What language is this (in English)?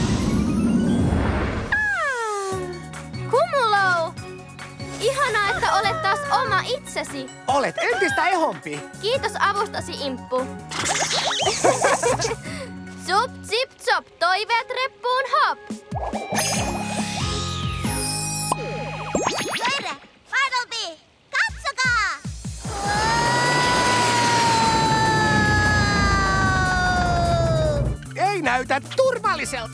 Finnish